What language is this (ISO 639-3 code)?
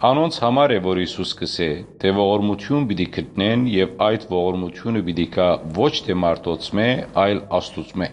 hyw